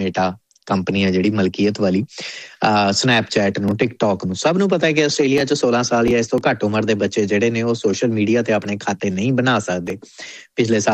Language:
Punjabi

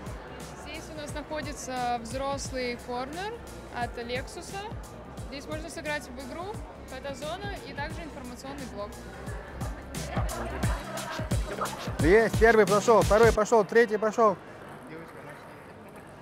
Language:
Russian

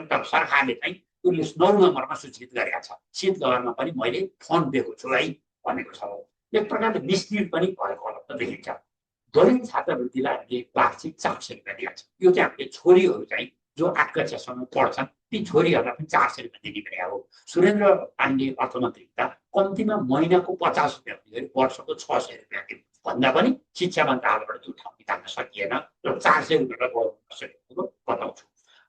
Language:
Nepali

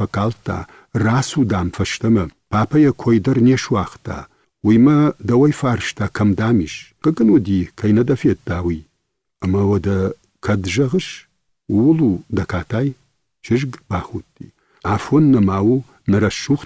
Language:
Ossetic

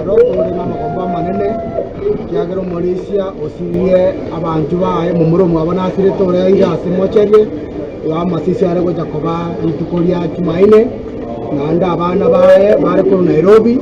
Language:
Gusii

